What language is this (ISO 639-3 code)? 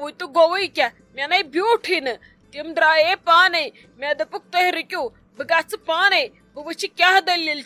kas